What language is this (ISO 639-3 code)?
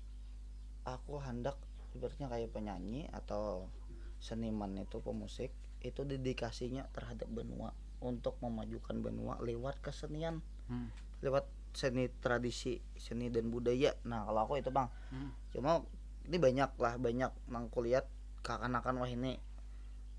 bjn